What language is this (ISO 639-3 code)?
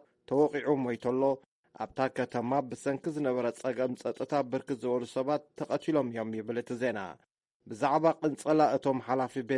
tir